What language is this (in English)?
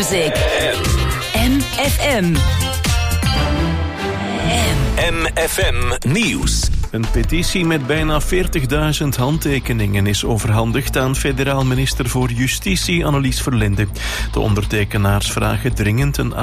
Dutch